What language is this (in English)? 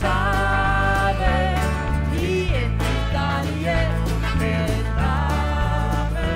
Limburgish